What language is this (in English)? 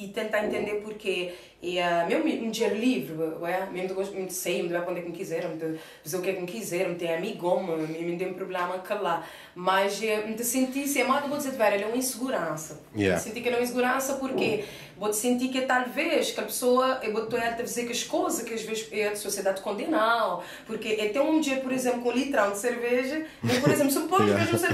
Kabuverdianu